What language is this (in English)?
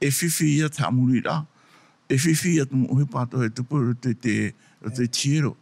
Tahitian